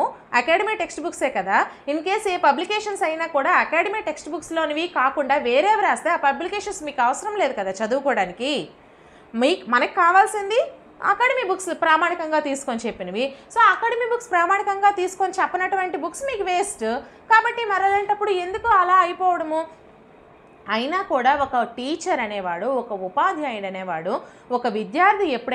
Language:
Telugu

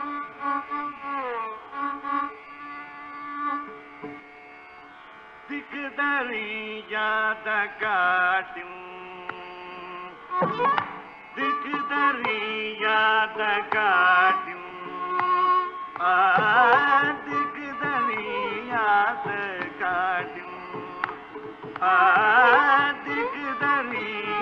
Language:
Tamil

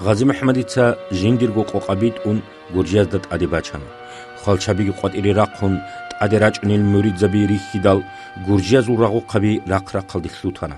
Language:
Avaric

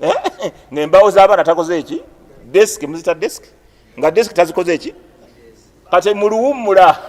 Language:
Ganda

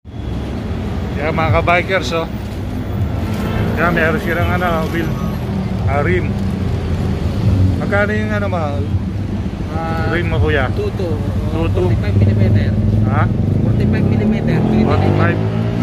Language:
Filipino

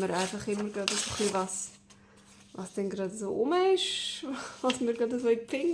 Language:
Swiss German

